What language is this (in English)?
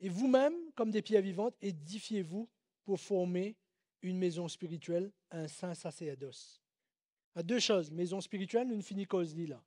Morisyen